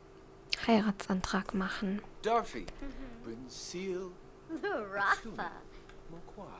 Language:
German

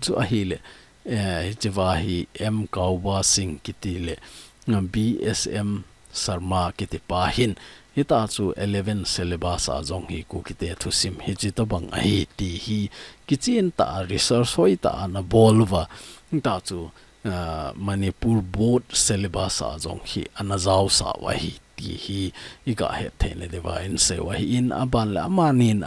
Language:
Thado Chin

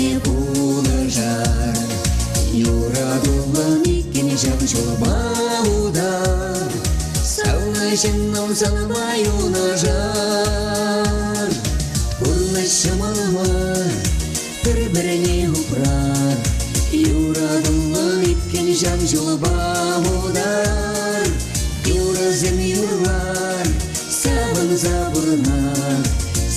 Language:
Chuvash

